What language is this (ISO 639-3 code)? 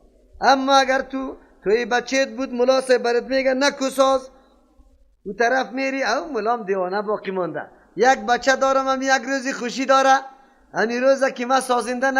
fas